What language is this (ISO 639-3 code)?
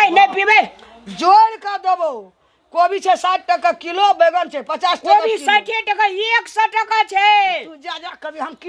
mai